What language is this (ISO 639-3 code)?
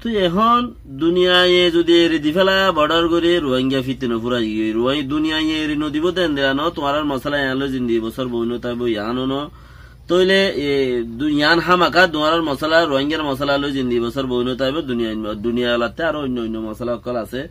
rhg